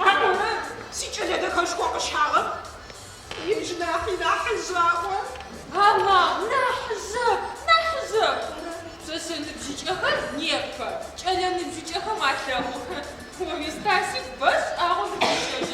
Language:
Adyghe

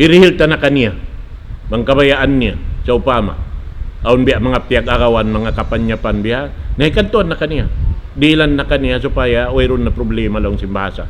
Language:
Tausug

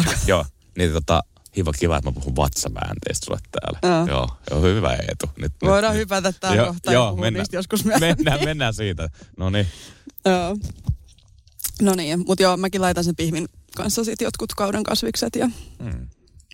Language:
Finnish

